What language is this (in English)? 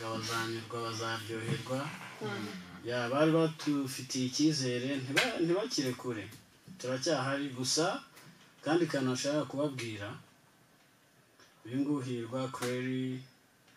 Kinyarwanda